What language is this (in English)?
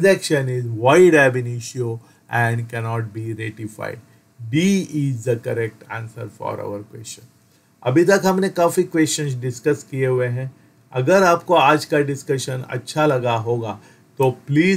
Hindi